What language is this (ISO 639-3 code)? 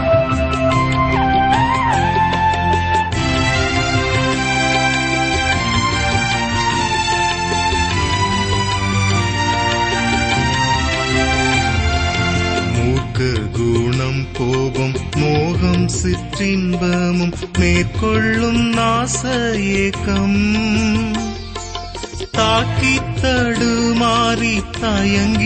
tam